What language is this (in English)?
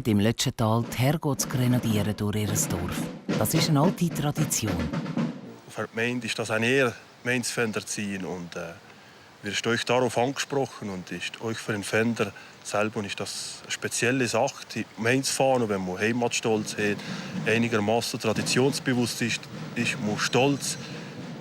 Swiss German